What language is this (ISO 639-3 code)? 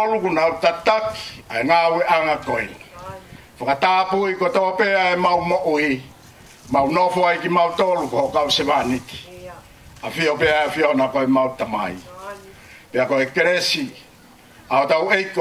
ton